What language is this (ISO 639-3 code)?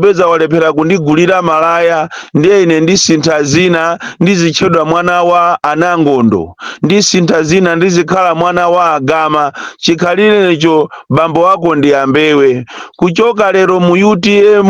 nya